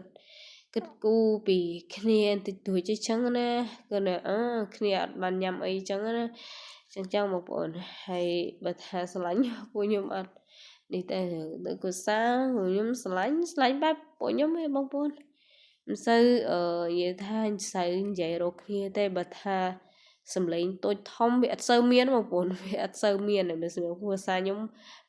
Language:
Khmer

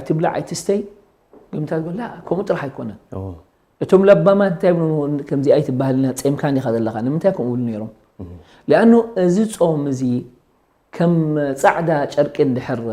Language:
Tigrinya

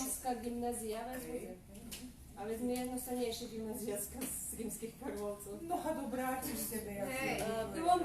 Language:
Rusyn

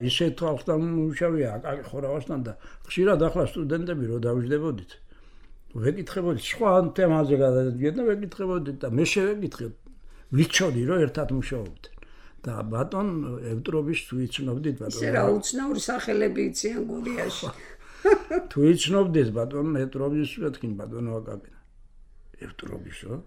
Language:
Georgian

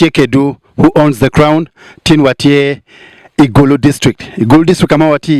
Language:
Acoli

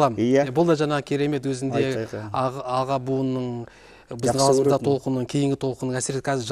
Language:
Kazakh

